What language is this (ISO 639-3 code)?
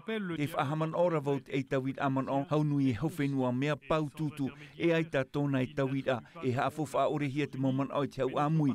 tah